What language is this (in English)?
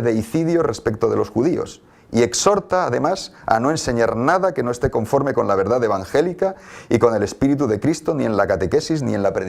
Ladino